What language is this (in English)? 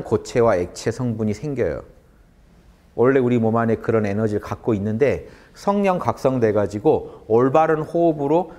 Korean